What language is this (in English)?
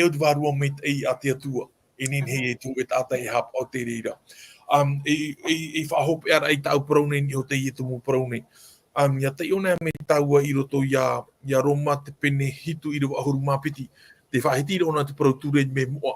Tahitian